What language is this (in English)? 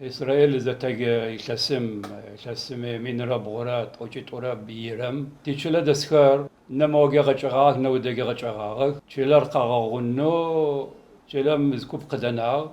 Adyghe